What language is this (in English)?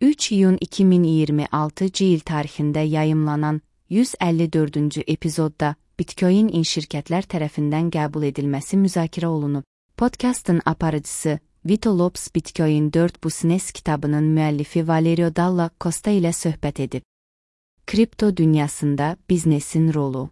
Azerbaijani